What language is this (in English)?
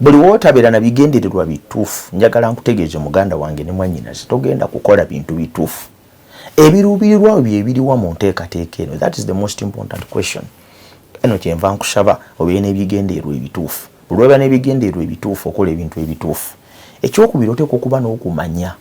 Ganda